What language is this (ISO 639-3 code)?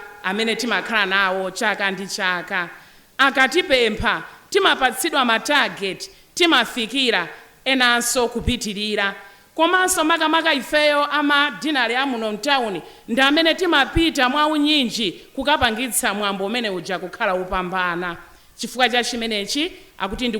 nya